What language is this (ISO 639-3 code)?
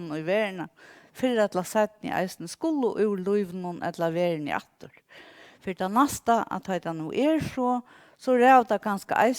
fao